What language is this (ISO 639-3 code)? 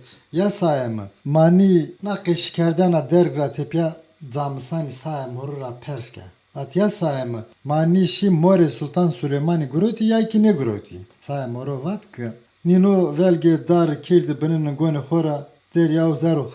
zza